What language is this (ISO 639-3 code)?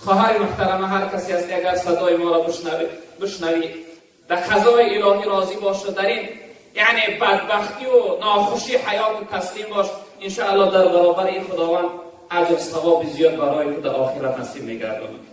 tgk